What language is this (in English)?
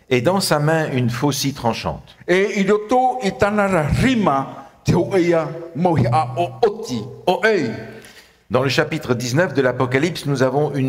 Tahitian